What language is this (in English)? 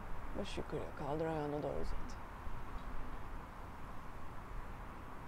Turkish